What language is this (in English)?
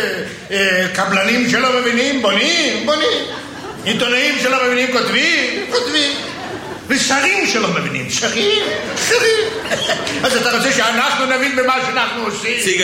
Hebrew